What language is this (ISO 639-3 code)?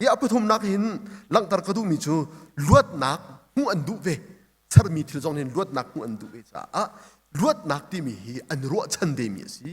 cnh